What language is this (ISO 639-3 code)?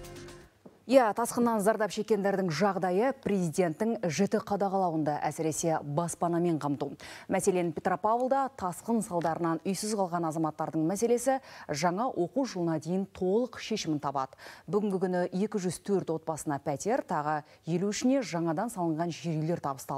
kaz